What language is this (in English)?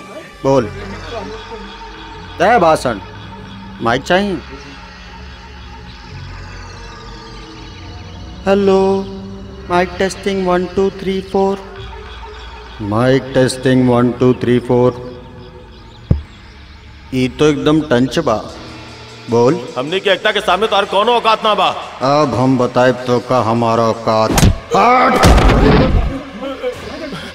Bhojpuri